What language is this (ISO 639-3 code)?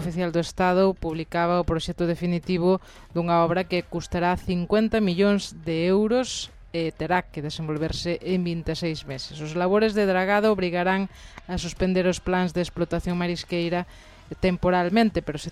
glg